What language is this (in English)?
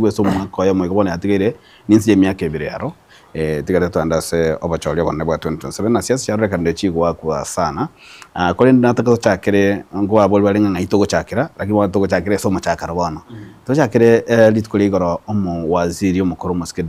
Gusii